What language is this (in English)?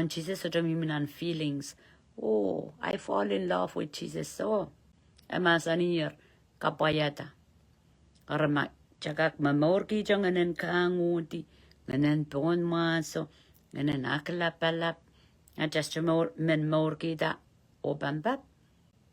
Pohnpeian